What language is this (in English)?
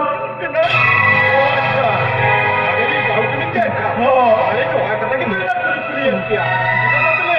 Santali